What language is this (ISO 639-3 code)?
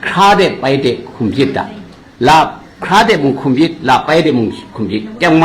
kac